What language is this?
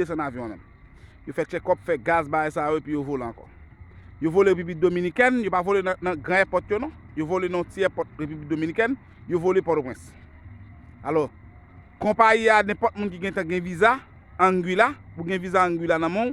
Haitian Creole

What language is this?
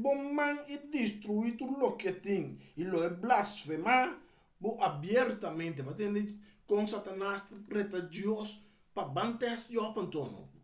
Papiamento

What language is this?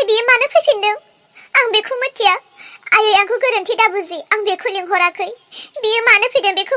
Bodo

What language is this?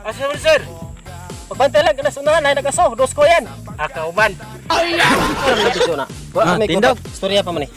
Cebuano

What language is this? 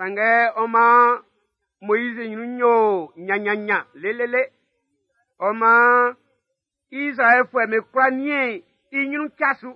Baoulé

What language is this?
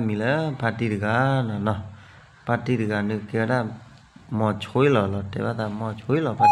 S'gaw Karen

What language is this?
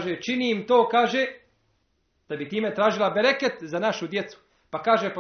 Bosnian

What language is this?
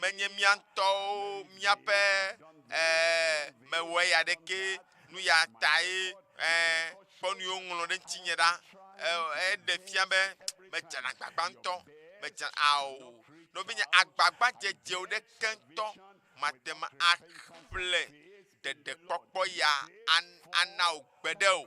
Ewe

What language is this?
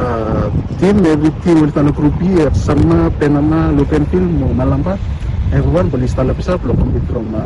Bislama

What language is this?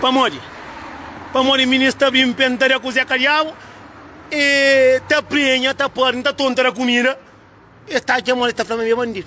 Kabuverdianu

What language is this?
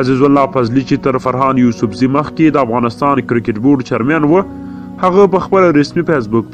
Pashto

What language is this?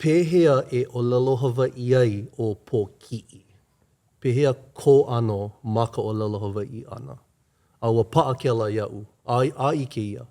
Hawaiian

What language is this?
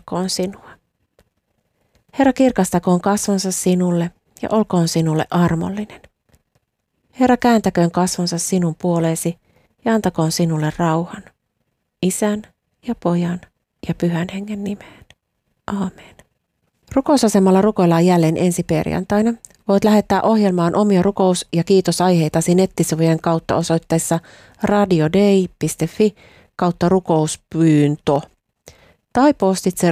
Finnish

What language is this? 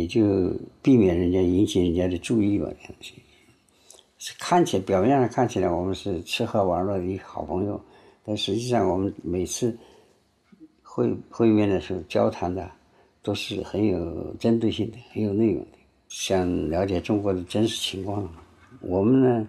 Chinese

